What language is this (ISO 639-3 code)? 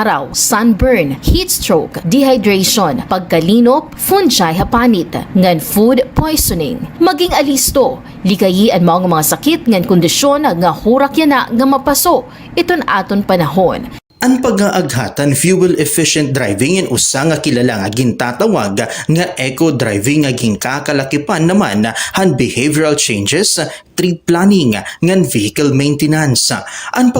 war